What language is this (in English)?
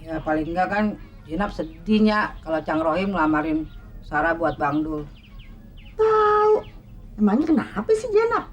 Betawi